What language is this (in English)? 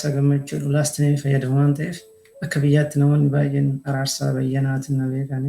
Oromo